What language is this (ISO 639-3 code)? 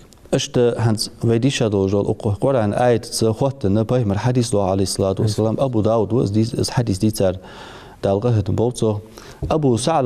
inh